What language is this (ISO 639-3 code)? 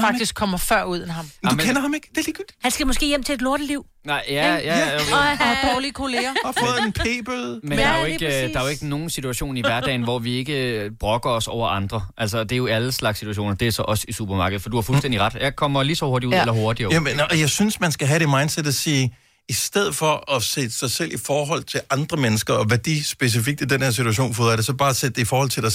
dan